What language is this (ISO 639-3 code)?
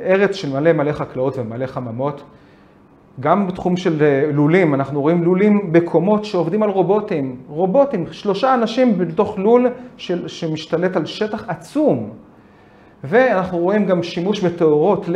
heb